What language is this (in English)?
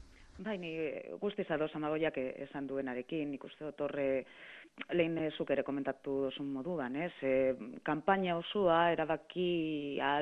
Basque